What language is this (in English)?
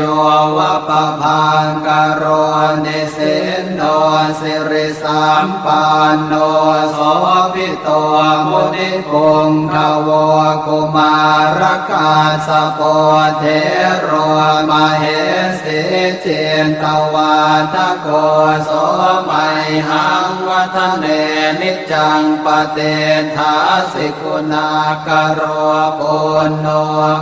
Pali